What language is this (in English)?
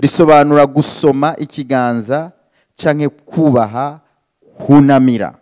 Rundi